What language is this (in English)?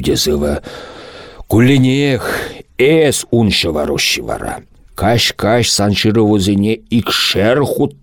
Chuvash